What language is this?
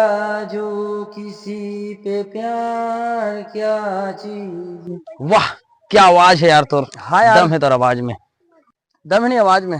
Chhattisgarhi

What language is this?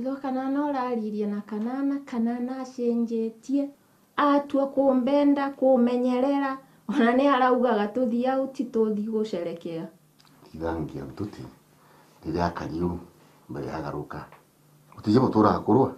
Meru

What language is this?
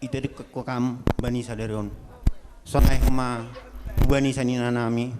Batak Simalungun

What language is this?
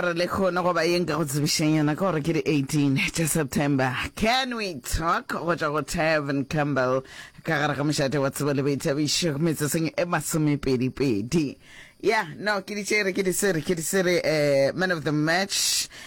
Northern Sotho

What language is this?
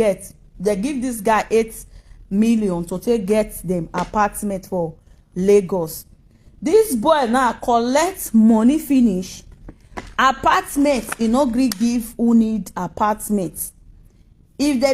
Nigerian Pidgin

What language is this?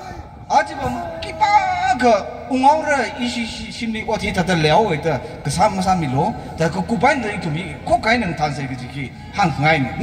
Tangkhul Naga (India)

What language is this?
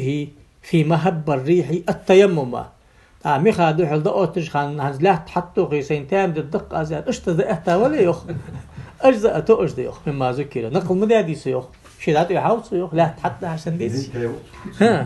Ingush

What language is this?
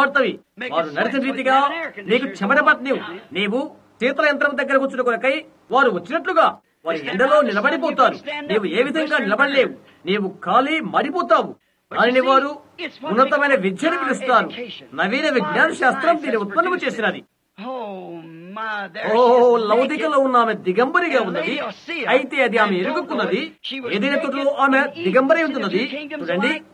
Telugu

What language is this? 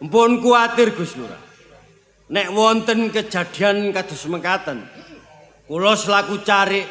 Javanese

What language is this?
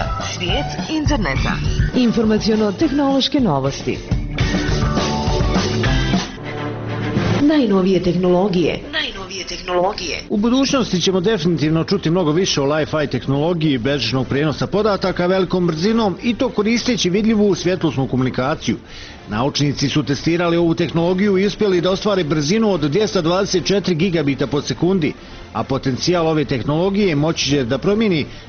Bosnian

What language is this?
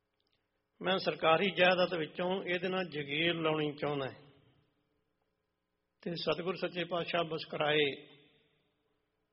Punjabi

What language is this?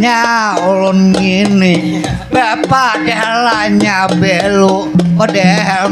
Banjar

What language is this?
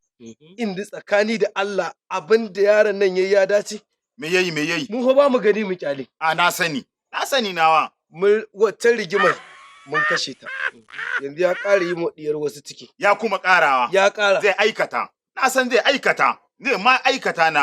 Hausa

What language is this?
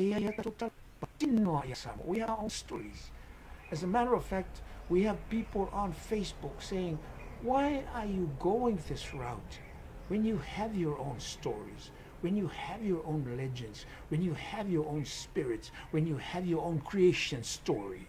Samoan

